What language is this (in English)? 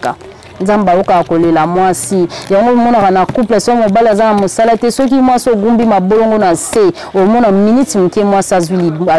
Lingala